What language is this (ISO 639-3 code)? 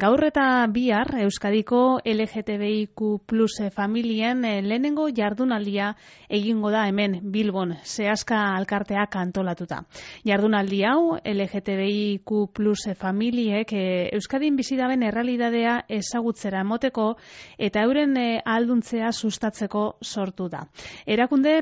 eus